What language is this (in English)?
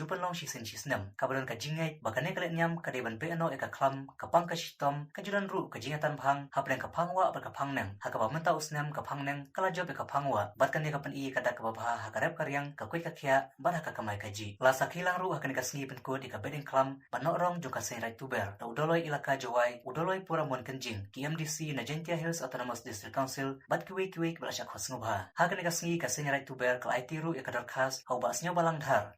Khasi